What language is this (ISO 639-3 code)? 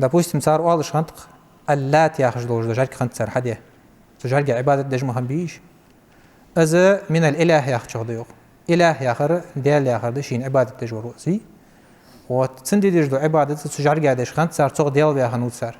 inh